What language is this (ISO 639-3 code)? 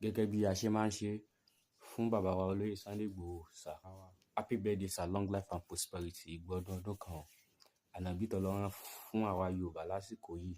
yor